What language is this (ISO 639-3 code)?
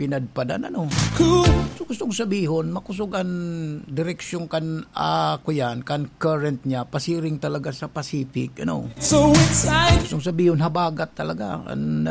bik